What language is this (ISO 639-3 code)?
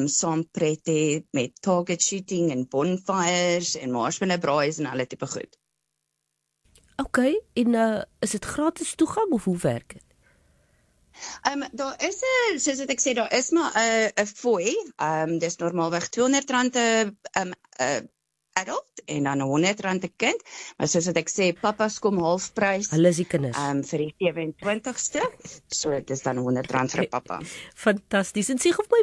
afr